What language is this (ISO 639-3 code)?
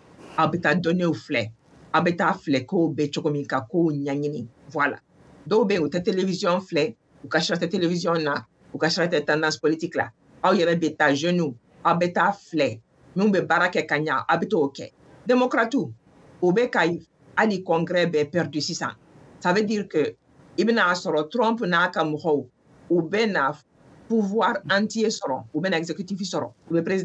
bam